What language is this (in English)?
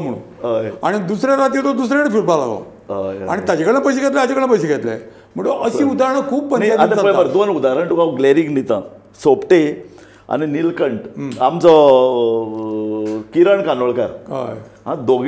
Konkani